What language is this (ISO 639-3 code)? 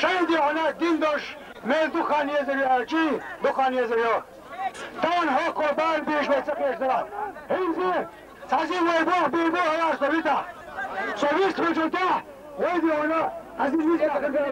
che